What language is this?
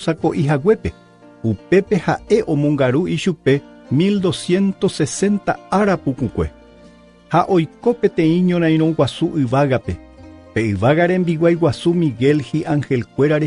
Guarani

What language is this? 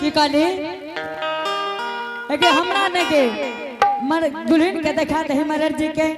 Angika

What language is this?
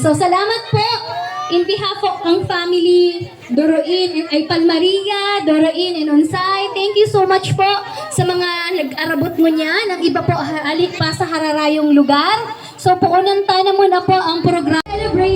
Bikol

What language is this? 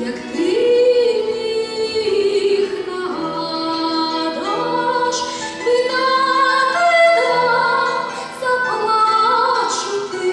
Rusyn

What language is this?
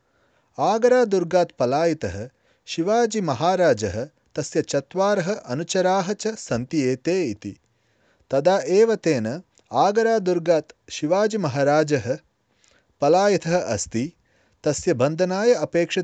Sanskrit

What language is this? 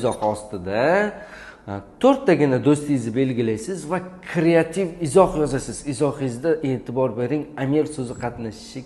Uzbek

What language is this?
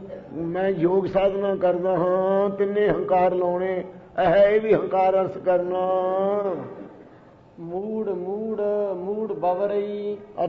Punjabi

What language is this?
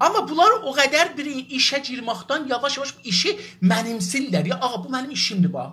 South Azerbaijani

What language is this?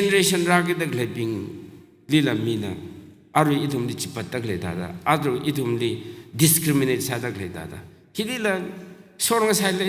Tangkhul Naga (India)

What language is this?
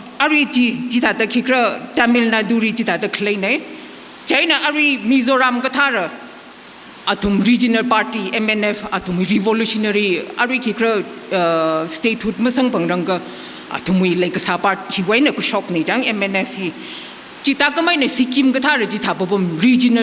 Tangkhul Naga (India)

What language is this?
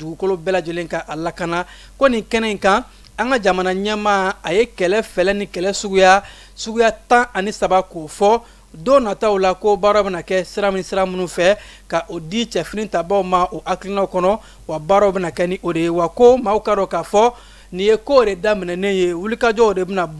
Bambara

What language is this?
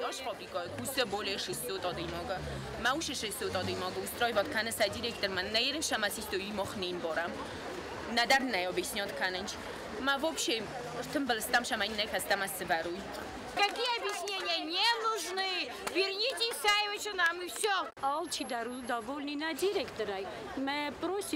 Ossetic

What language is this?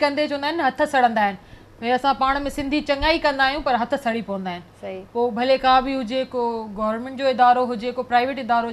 Sindhi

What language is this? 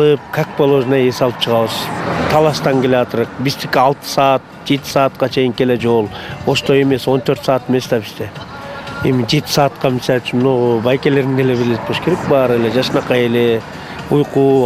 Kyrgyz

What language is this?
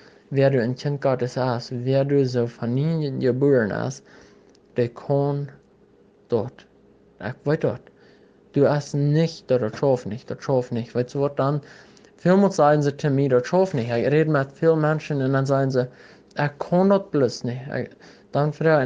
Plautdietsch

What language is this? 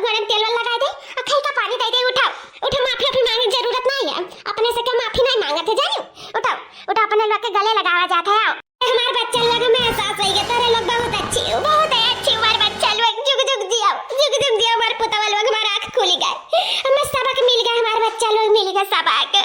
Awadhi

